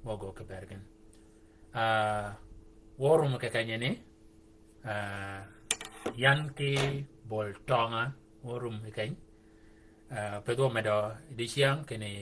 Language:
Shilluk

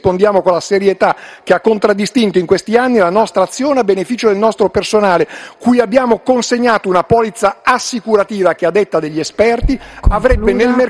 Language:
Italian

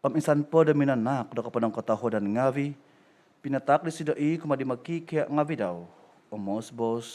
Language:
Central Dusun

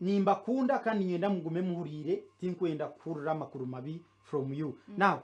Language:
Nyankole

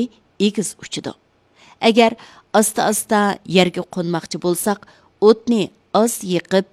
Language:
Uyghur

